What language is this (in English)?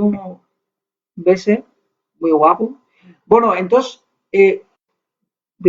Asturian